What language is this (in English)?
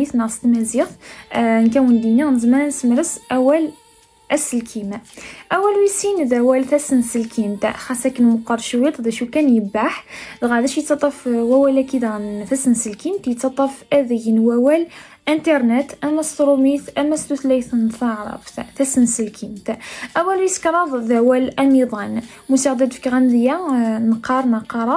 Kabyle